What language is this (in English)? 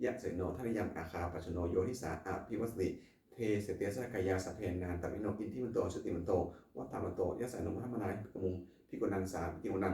Pali